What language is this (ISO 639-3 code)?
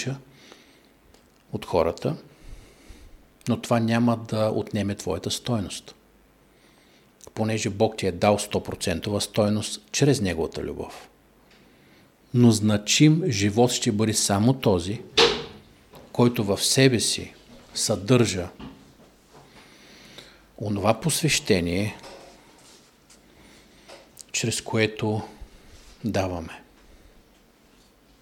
bul